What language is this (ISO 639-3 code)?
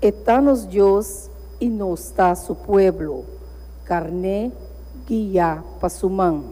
pap